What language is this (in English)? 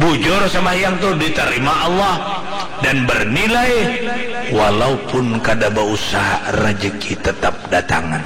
Banjar